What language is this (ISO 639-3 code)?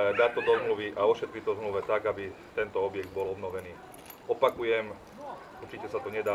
slk